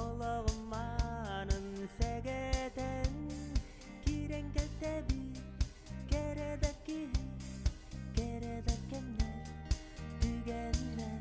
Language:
Yakut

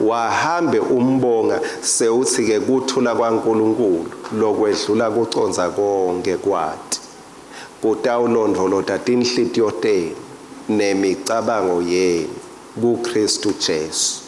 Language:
Swati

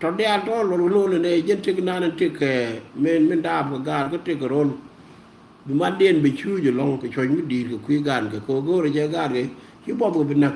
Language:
Nuer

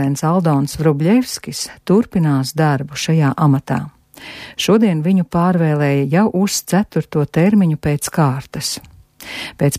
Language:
Latvian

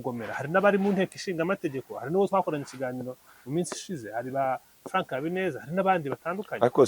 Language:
Kinyarwanda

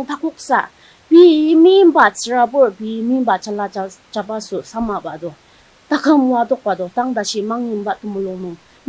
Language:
Ao Naga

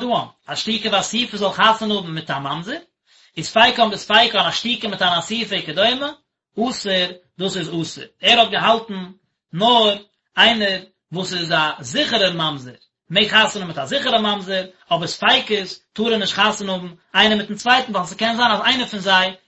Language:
Yiddish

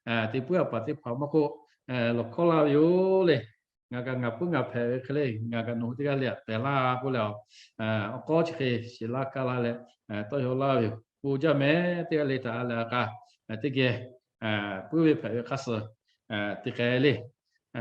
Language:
Lahu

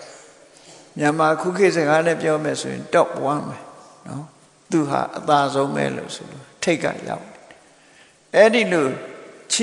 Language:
Burmese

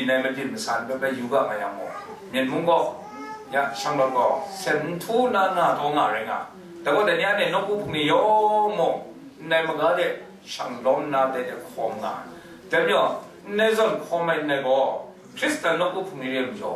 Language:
Kachin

